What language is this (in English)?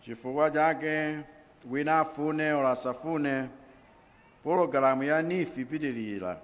Nyanja